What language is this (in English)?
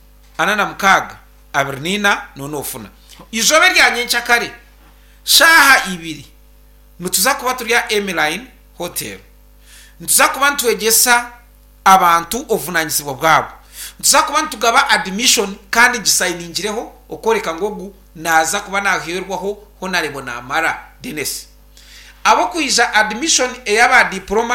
Nyankole